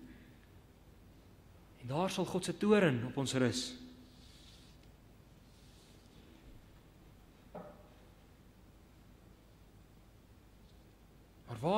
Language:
Afrikaans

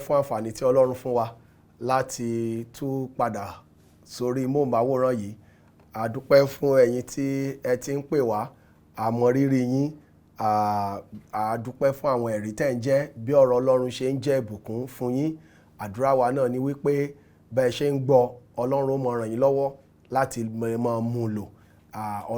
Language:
Yoruba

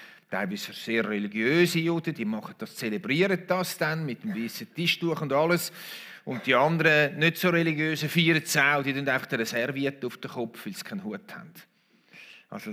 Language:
Swiss German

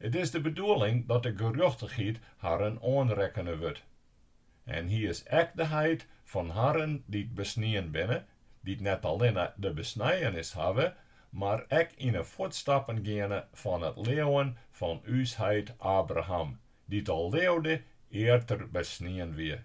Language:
Western Frisian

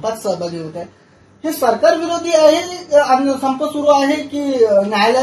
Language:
Marathi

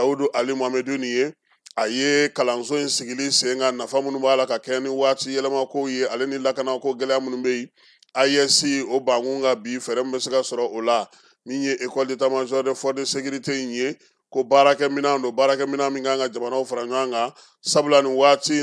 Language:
Bambara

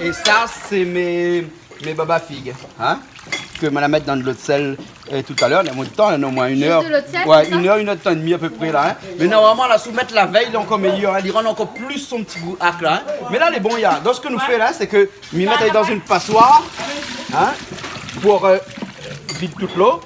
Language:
Réunion Creole French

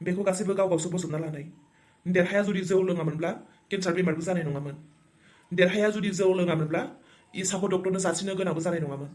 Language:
Bodo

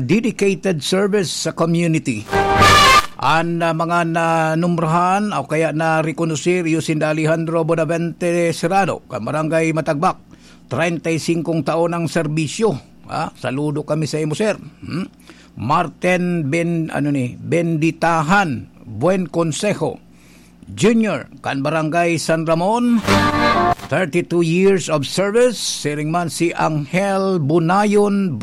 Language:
Bikol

